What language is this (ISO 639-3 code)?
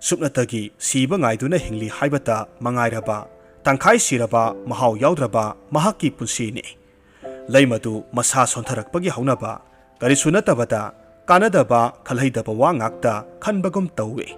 mni